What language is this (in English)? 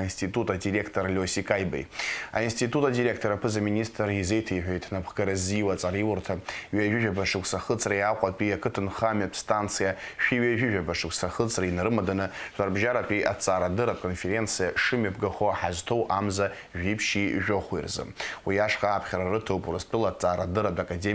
Abkhazian